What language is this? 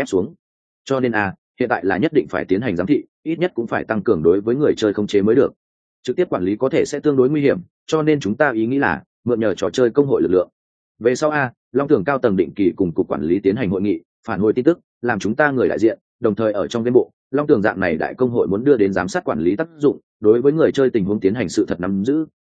Vietnamese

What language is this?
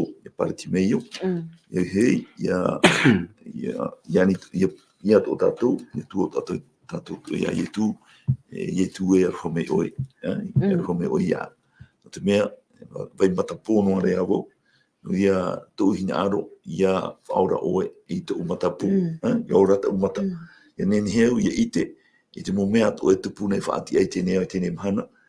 Tahitian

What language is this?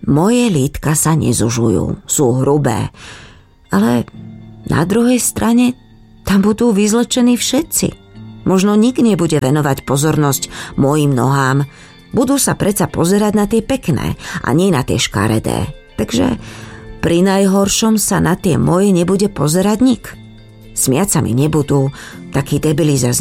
Slovak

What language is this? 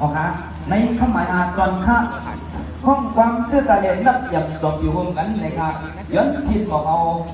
Shan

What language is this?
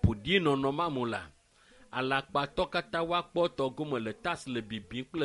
Ewe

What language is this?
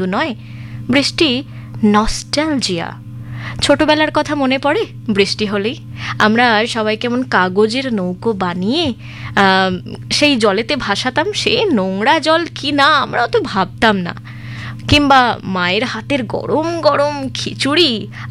Bangla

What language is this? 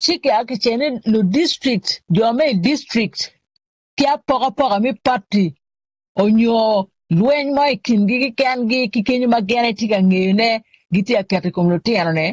Acoli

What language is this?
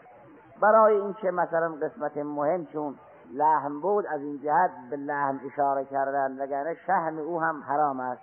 Persian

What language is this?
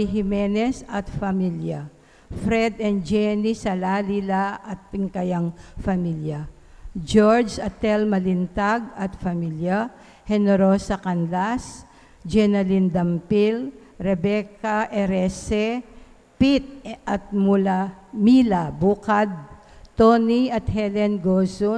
Pampanga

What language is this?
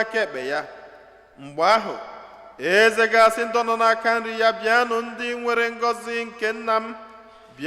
Igbo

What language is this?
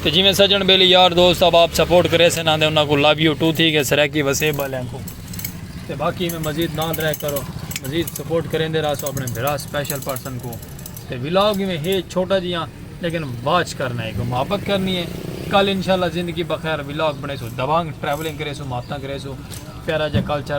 Saraiki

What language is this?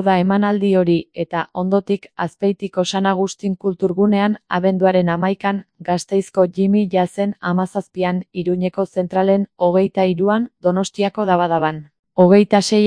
Basque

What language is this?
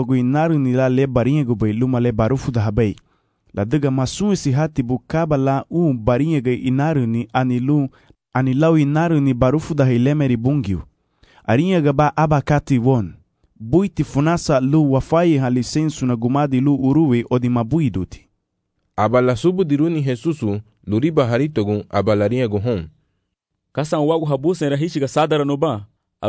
Garifuna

